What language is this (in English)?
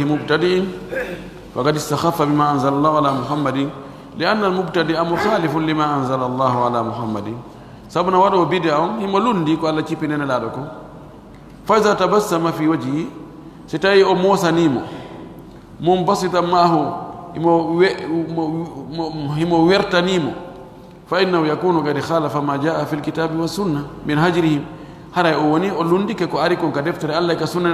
Pular